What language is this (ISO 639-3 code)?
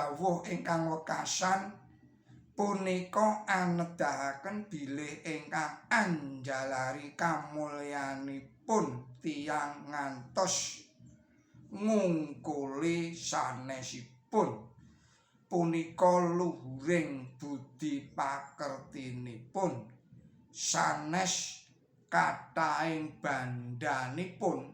jav